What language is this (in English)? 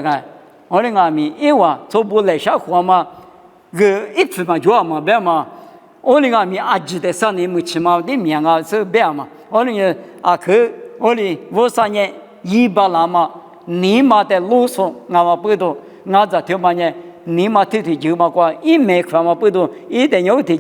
Lisu